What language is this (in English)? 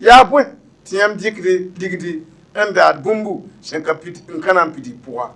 Mossi